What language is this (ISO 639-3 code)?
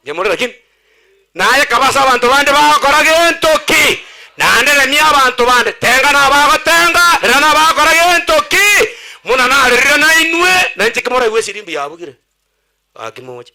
guz